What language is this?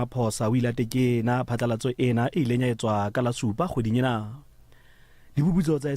Southern Sotho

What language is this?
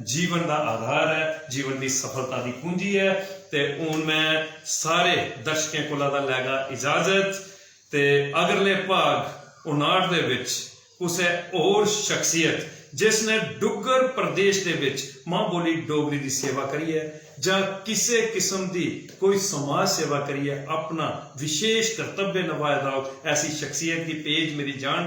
Dogri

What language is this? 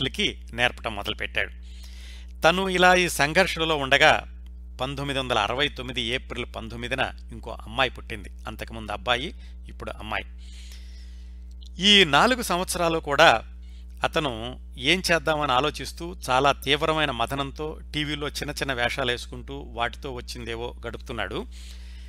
Telugu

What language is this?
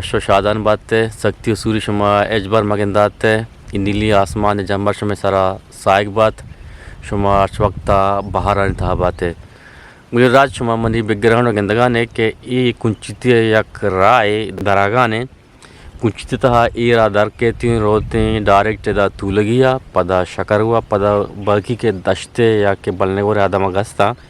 Eastern Balochi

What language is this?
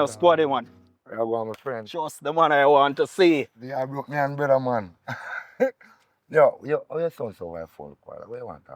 Jamaican Creole English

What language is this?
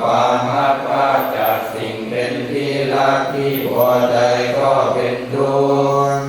Pali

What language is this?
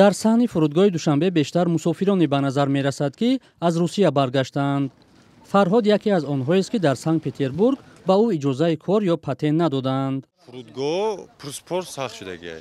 Tajik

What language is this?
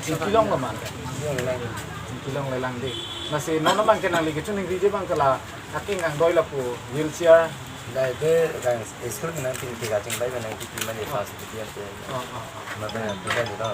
Karbi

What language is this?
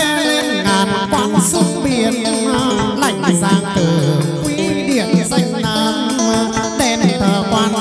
Vietnamese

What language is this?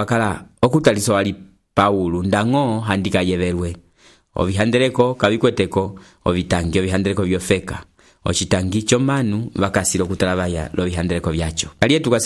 Umbundu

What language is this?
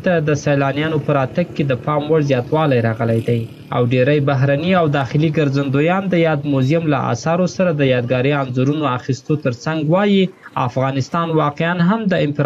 Pashto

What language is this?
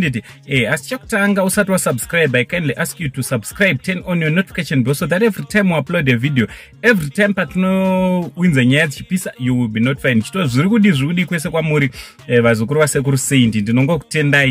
Shona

